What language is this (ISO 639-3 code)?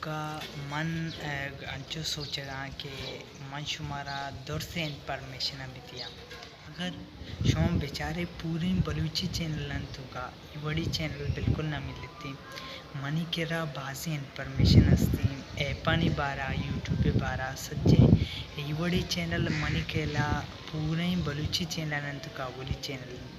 bal